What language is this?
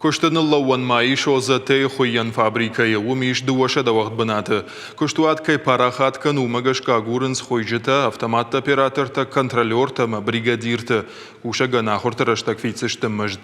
Ossetic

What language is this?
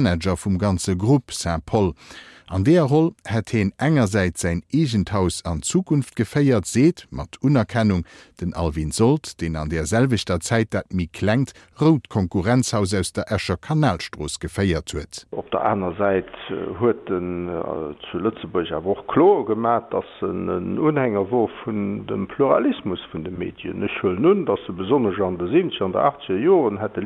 Luxembourgish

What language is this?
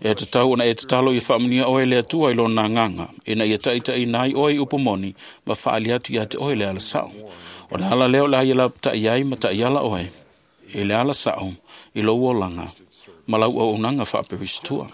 Samoan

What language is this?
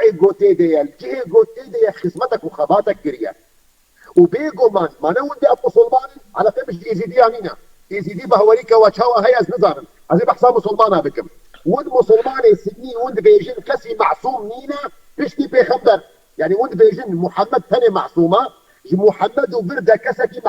Kurdish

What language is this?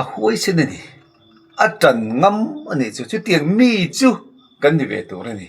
Mizo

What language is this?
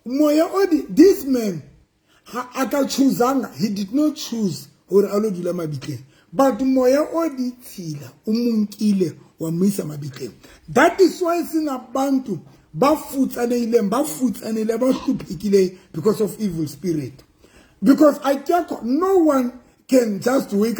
Southern Sotho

